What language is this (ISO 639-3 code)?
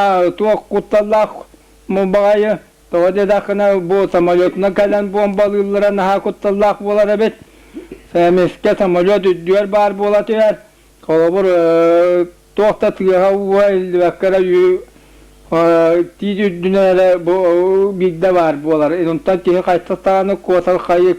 sah